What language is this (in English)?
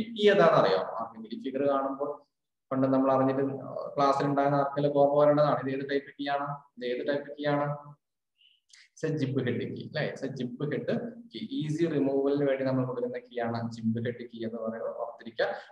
Malayalam